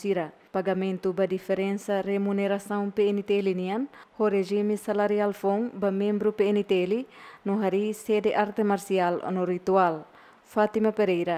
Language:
Tetum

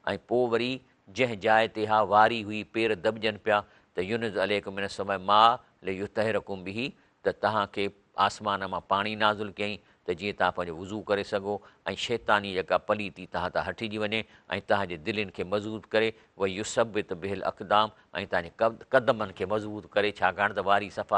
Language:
Sindhi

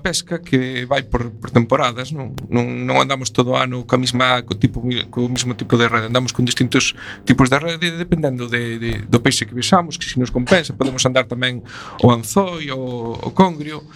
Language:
Galician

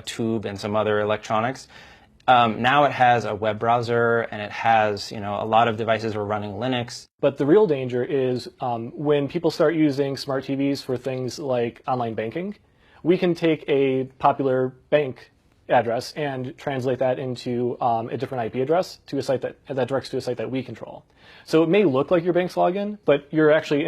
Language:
English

